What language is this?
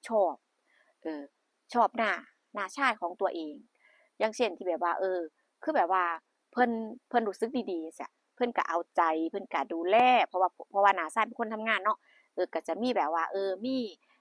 Northeastern Thai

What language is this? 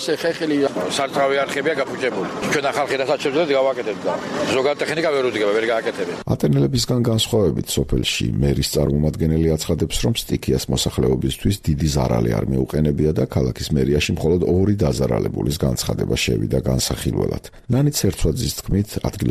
Georgian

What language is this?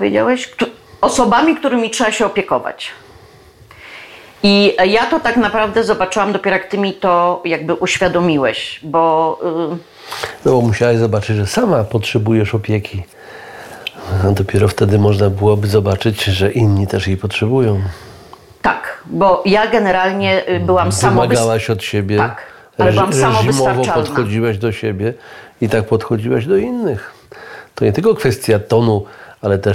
Polish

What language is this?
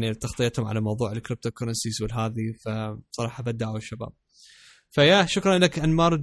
Mesopotamian Arabic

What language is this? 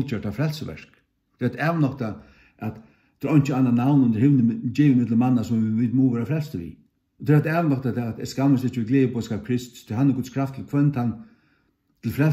Faroese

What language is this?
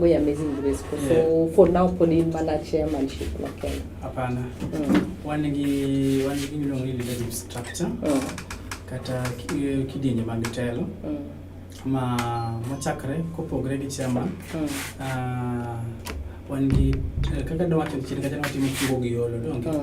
Luo (Kenya and Tanzania)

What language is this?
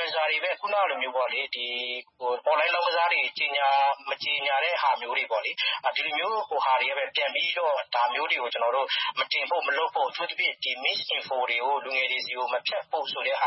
Burmese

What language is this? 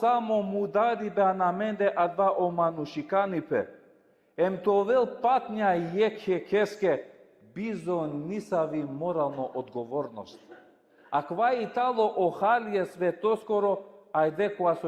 Balkan Romani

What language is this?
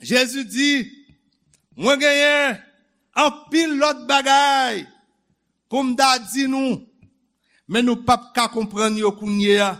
Haitian Creole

